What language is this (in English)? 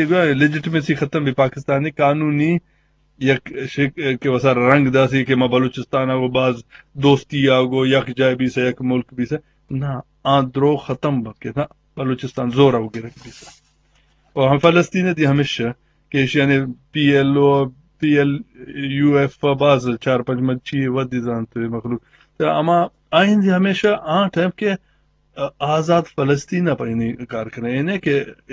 Eastern Balochi